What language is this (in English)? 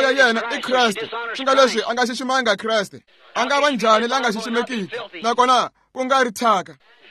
Tsonga